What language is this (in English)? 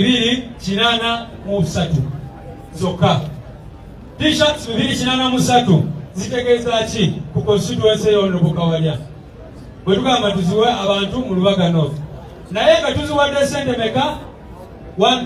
Ganda